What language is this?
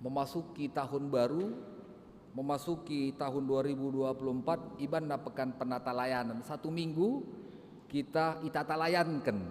Batak Karo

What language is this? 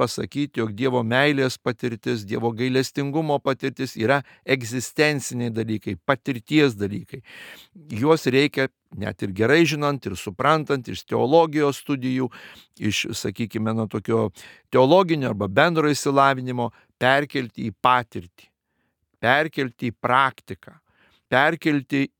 Lithuanian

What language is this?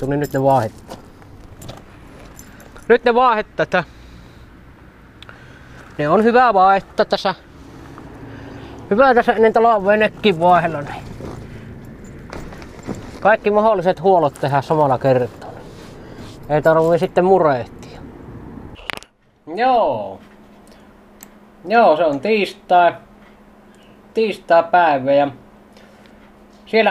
Finnish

